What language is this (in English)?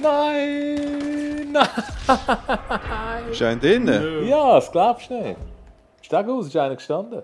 Swiss German